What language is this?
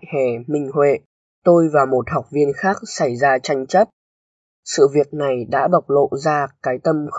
Vietnamese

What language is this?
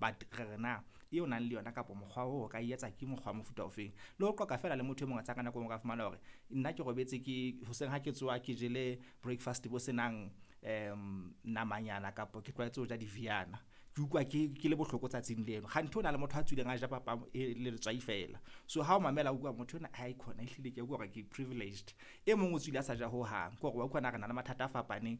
Southern Sotho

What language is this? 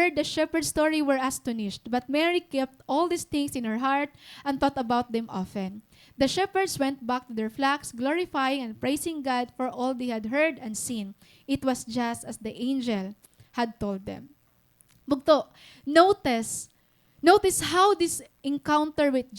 Waray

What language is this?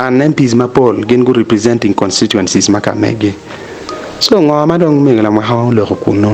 Acoli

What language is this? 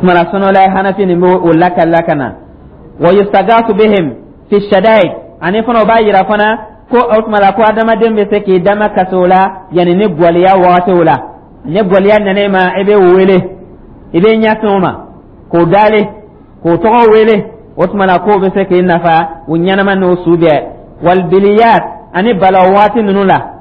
Dyula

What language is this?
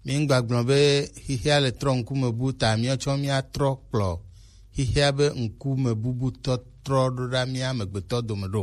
Gen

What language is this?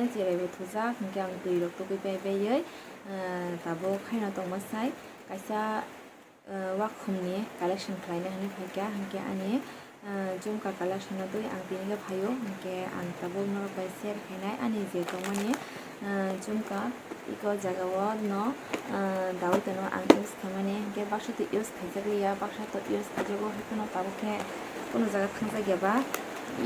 Kok Borok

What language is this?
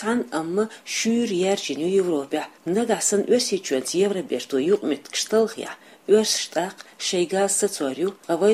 Chechen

